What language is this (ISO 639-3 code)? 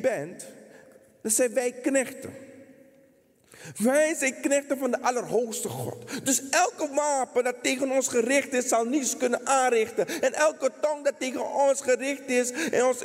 nld